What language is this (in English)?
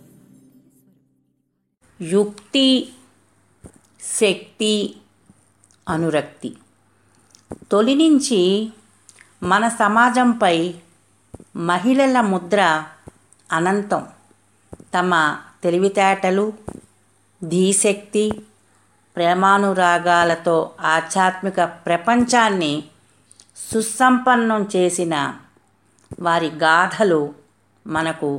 Telugu